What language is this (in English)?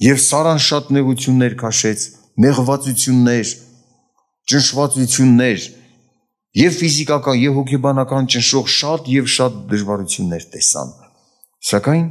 Armenian